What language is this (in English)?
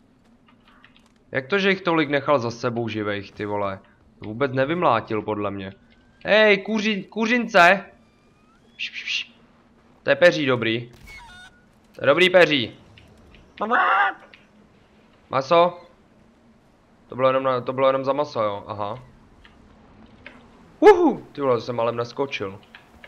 Czech